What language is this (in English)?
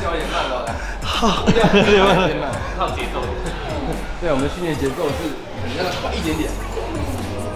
Chinese